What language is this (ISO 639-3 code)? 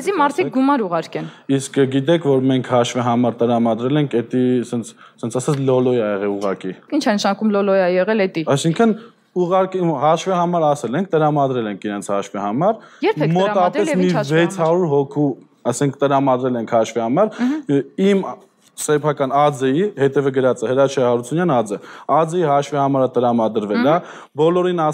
hye